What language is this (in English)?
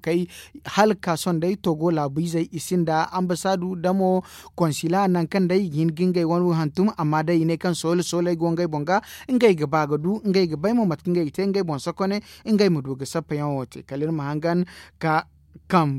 Zarma